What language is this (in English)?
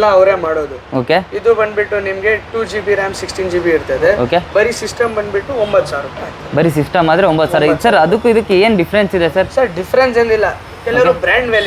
Kannada